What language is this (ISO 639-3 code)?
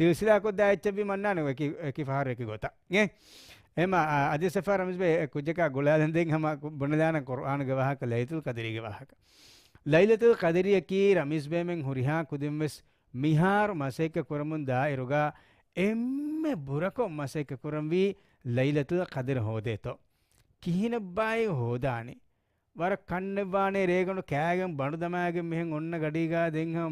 div